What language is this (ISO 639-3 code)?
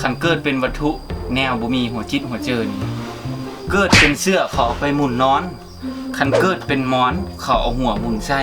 tts